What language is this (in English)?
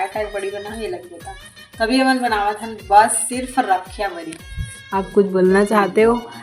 Chhattisgarhi